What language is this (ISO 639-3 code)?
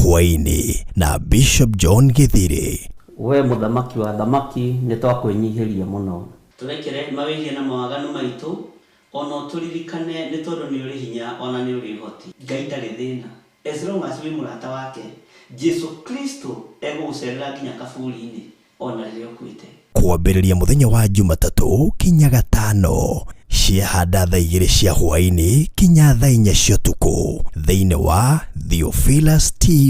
kik